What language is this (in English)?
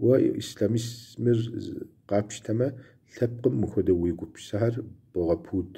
Kabardian